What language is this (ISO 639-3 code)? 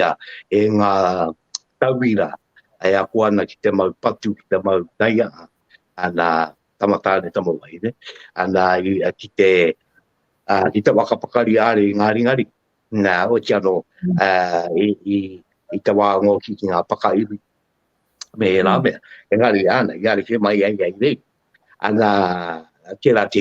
mri